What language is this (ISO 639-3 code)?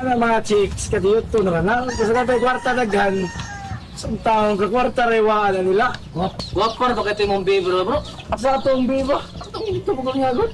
ceb